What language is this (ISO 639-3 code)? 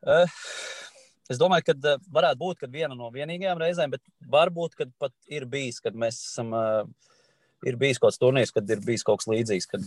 lav